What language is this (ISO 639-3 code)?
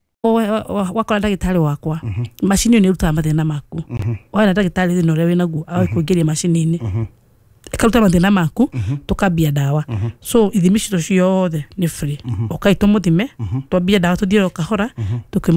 kik